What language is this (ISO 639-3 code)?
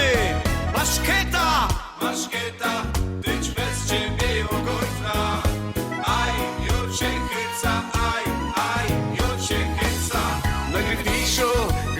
szl